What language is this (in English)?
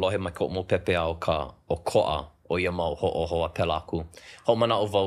Hawaiian